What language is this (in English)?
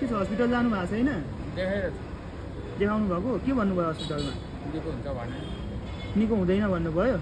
Nepali